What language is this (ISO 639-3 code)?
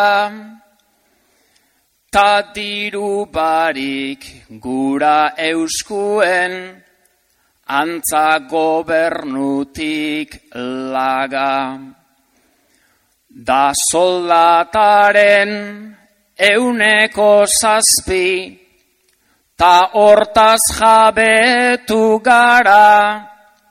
eus